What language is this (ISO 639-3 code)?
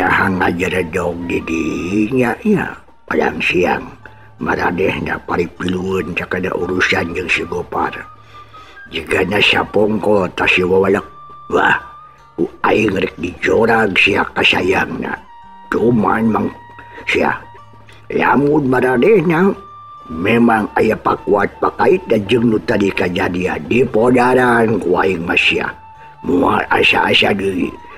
sun